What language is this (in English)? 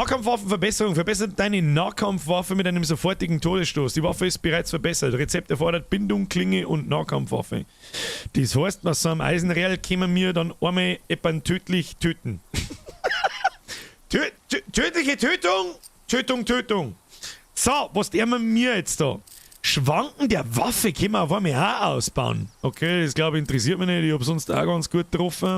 Bavarian